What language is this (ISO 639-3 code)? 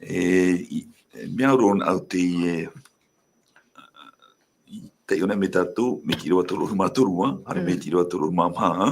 tah